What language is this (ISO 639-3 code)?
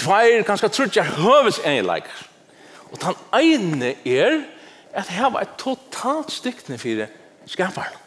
fao